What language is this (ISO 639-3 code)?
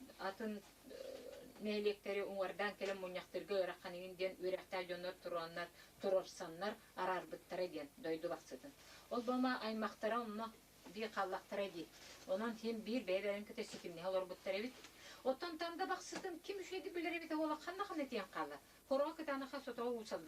sah